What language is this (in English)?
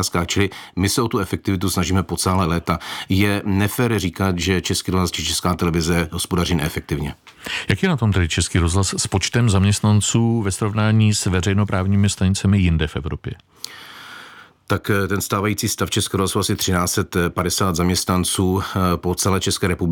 Czech